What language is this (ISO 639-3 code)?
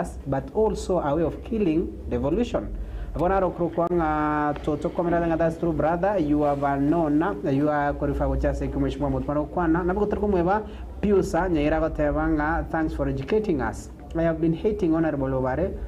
guz